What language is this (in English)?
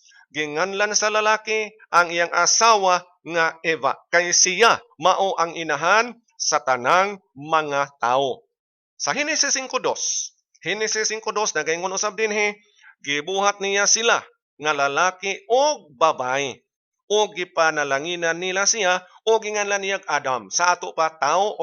Cebuano